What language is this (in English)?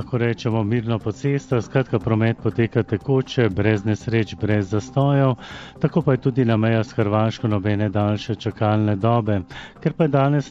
Slovenian